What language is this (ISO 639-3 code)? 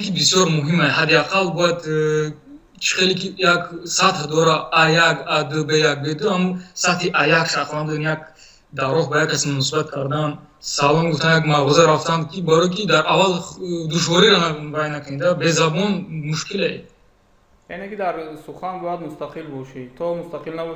tgk